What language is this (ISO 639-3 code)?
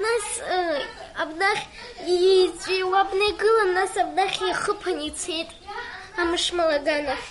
abk